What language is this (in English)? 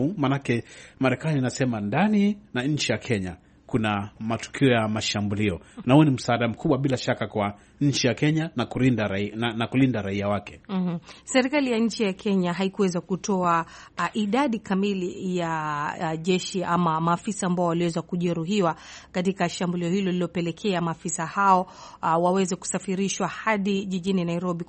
Swahili